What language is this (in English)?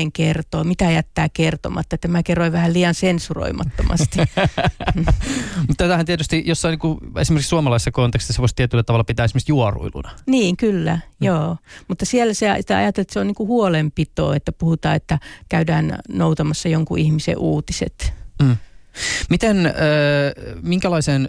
Finnish